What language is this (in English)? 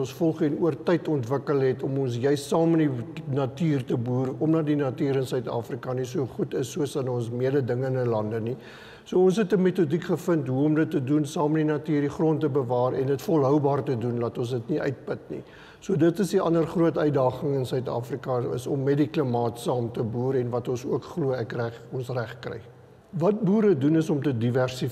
Afrikaans